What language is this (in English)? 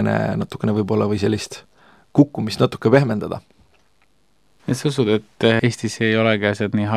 Estonian